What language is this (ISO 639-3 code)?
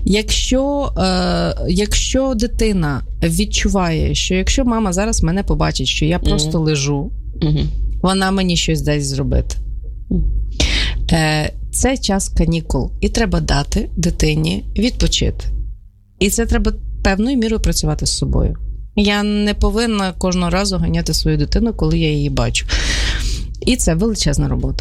ukr